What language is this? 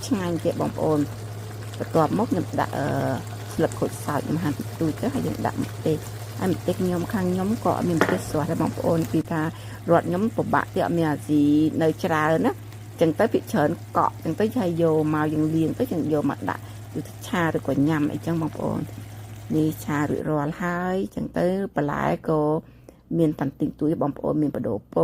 Khmer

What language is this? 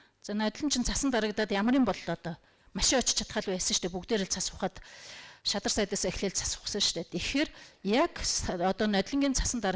Mongolian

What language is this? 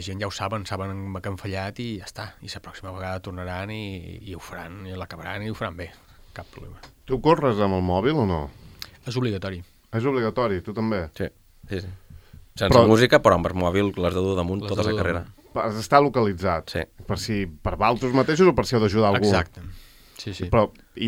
Catalan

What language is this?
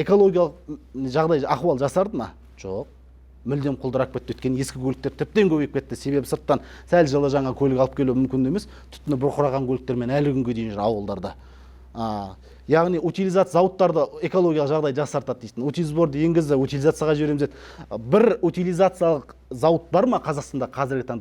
Kazakh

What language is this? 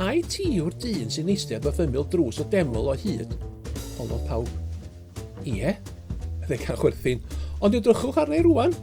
Welsh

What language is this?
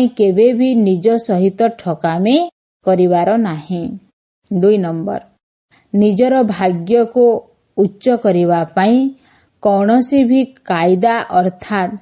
Odia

